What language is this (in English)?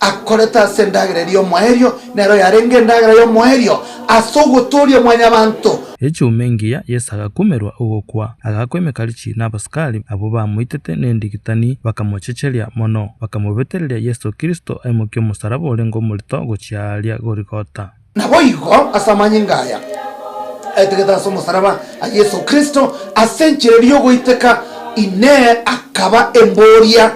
Gusii